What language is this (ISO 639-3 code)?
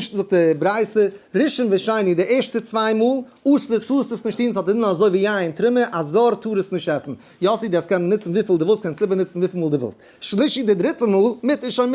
yid